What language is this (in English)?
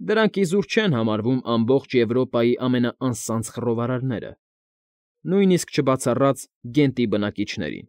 Armenian